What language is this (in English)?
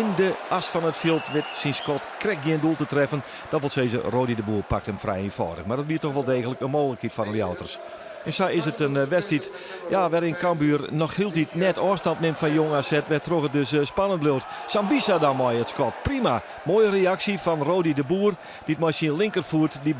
Western Frisian